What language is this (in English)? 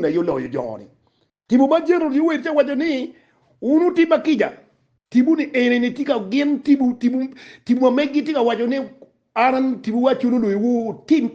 Acoli